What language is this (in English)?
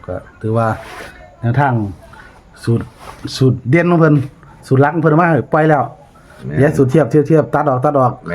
Northeastern Thai